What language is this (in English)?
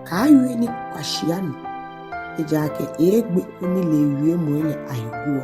Ga